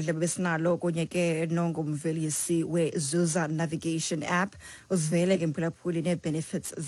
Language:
Xhosa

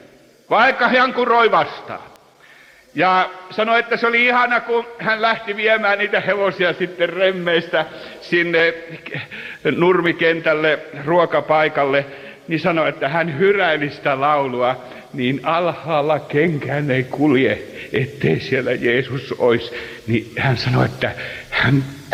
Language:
Finnish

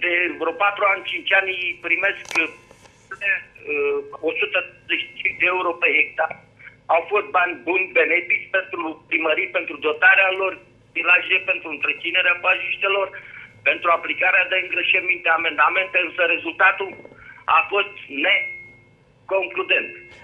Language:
Romanian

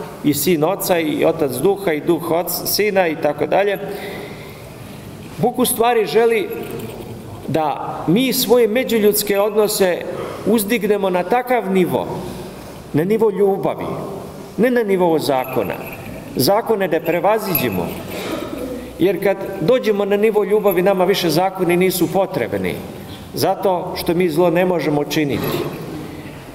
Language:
Serbian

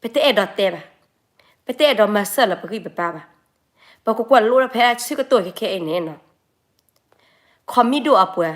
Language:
S'gaw Karen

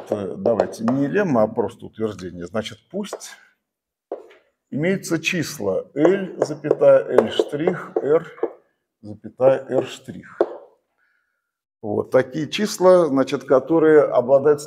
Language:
Russian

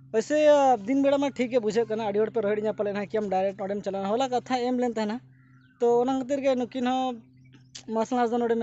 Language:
Santali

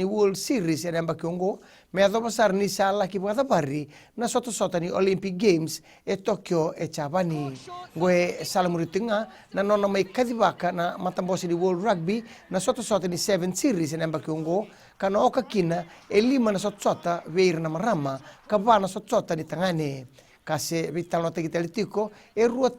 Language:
Fijian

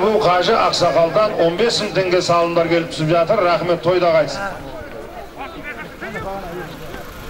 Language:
Kazakh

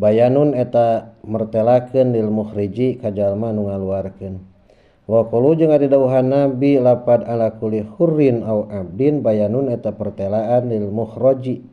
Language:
Sundanese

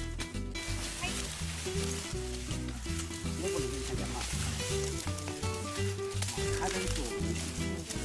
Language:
Chinese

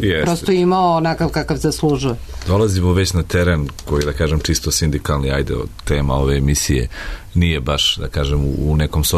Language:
Serbian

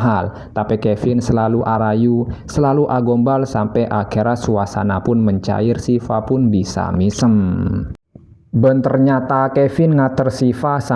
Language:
Madurese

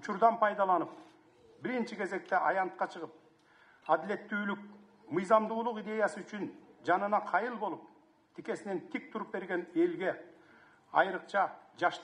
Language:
Kyrgyz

